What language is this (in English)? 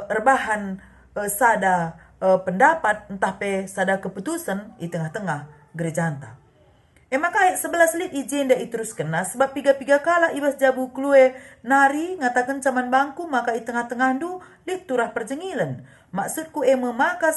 Batak Karo